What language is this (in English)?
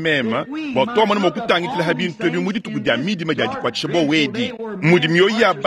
Luba-Lulua